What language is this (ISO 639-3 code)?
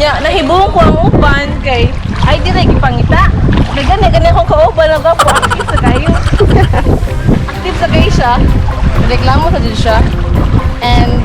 ceb